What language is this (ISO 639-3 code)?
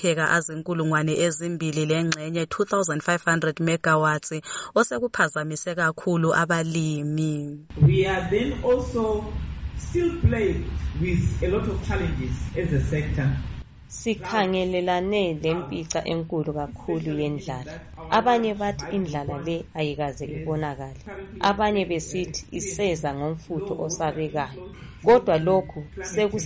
nde